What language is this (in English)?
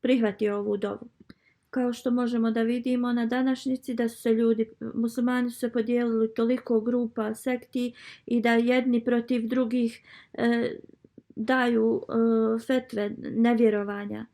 Bosnian